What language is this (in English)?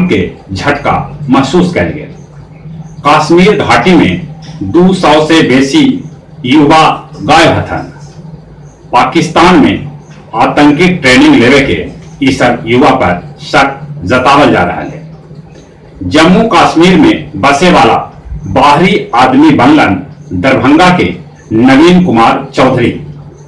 Magahi